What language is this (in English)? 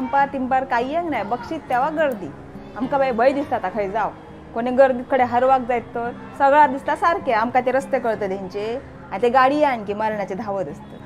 Konkani